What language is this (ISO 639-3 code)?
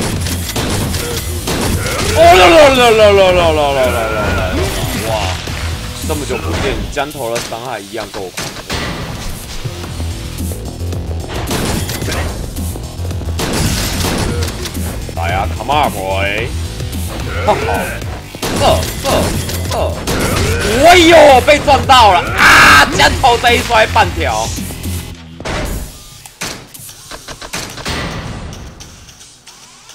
zho